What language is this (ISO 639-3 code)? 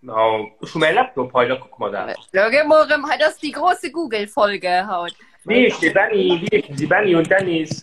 ltz